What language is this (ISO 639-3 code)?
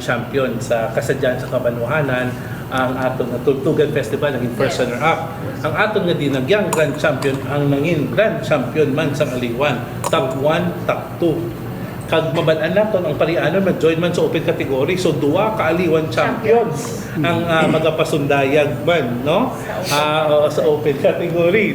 hil